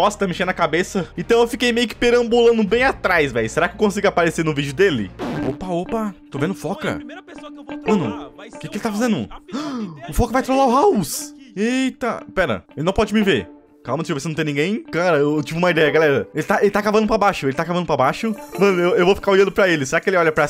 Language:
Portuguese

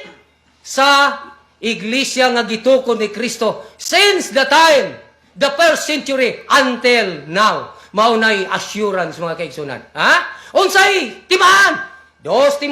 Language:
Cebuano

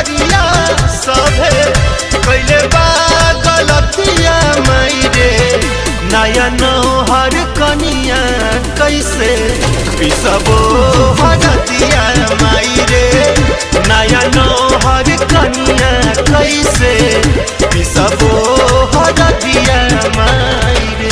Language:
Bhojpuri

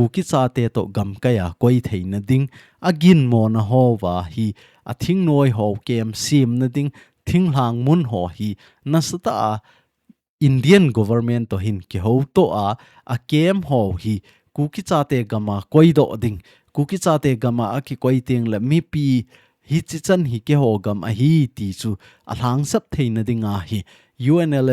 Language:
Thado Chin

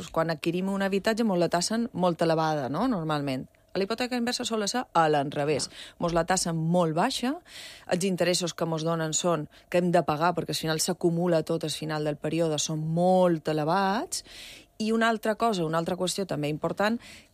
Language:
Catalan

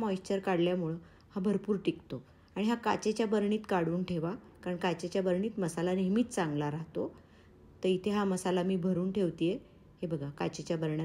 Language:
Marathi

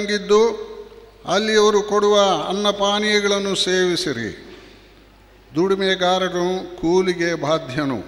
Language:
Kannada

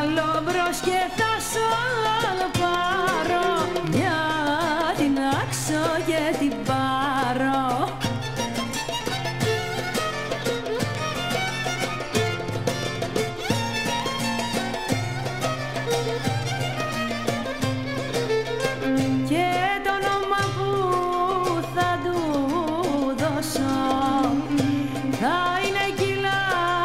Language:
Greek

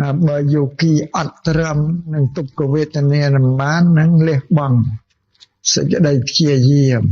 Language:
Khmer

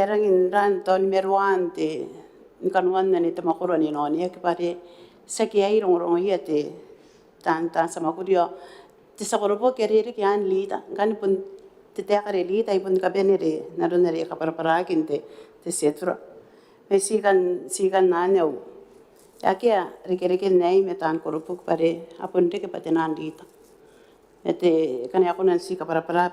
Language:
Gilbertese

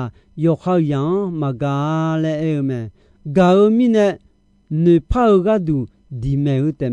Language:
Akha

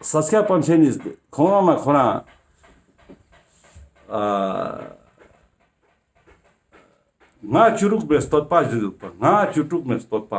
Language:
Ladakhi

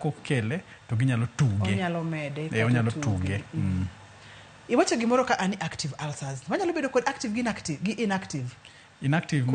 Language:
Luo (Kenya and Tanzania)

